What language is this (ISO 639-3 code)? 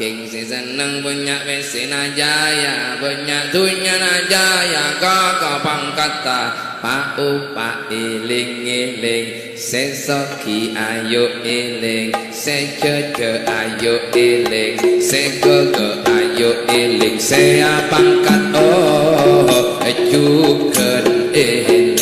mad